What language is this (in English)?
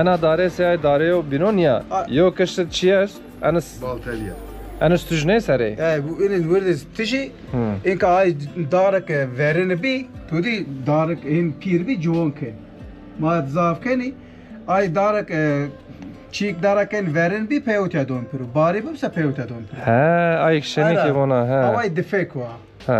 Zaza